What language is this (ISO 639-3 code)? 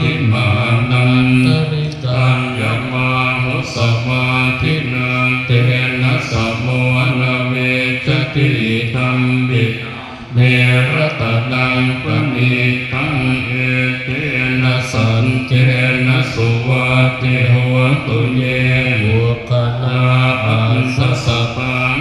pli